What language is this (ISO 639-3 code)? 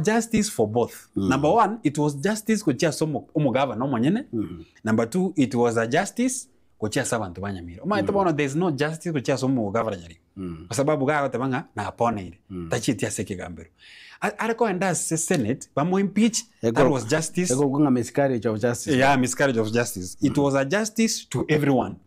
guz